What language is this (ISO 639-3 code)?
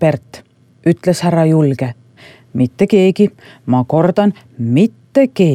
est